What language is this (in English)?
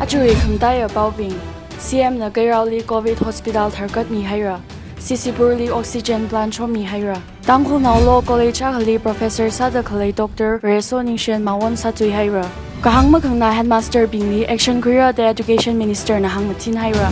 Tangkhul Naga (India)